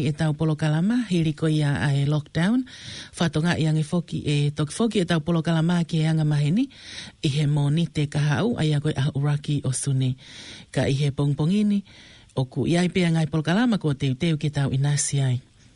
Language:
Tongan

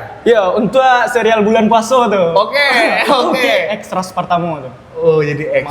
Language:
Minangkabau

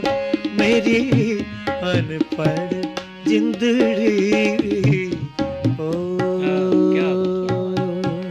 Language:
Dogri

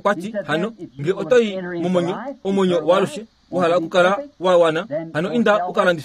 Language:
Kuanyama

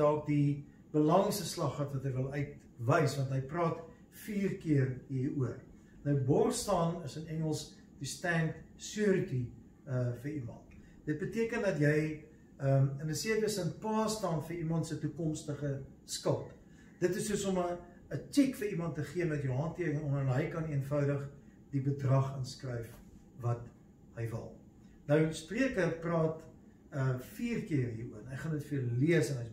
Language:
Afrikaans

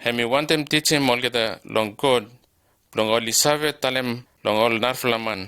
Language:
Bislama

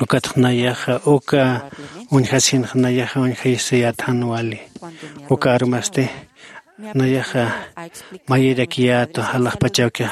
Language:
Aymara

